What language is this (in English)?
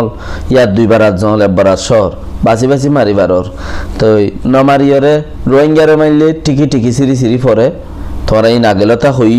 Rohingya